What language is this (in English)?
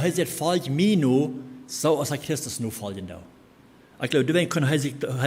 Plautdietsch